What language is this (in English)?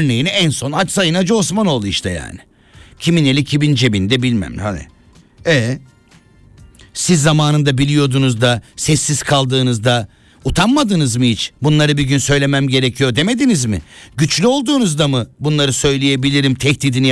Turkish